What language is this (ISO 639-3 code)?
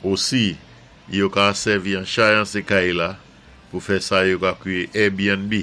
acf